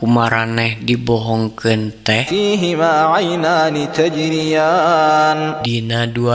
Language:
Sundanese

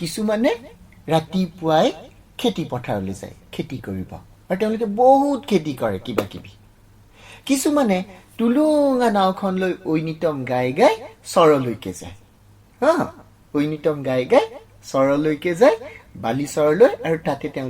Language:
Assamese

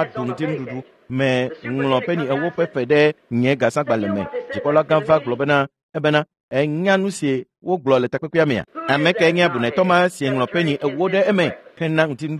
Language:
Ewe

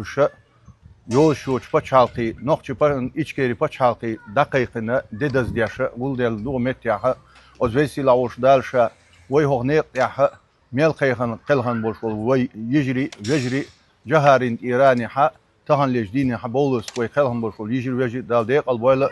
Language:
Chechen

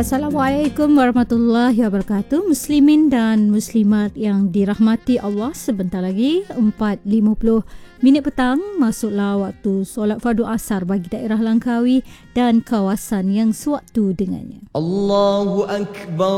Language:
Malay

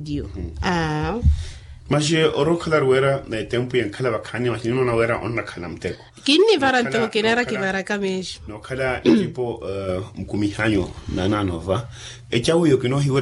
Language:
Makhuwa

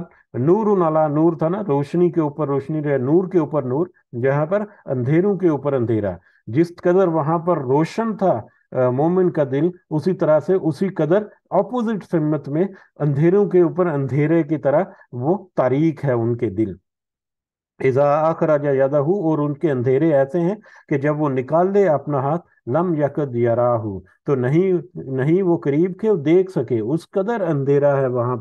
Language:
Urdu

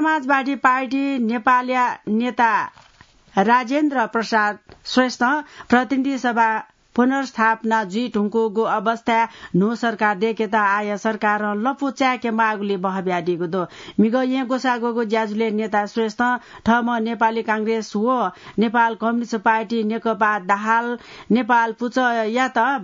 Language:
Newari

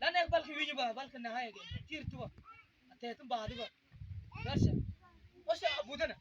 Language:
Mabaan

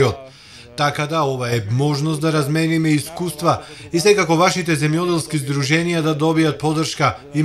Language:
Macedonian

